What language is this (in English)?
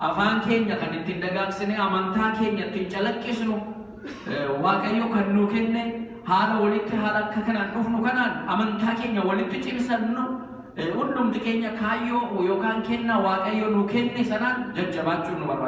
Oromo